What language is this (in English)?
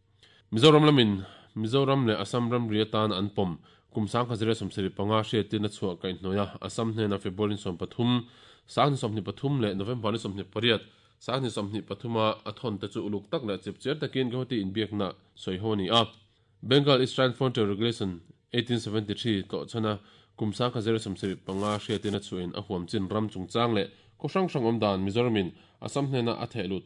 Mizo